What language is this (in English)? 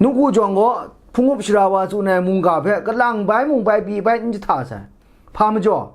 Kachin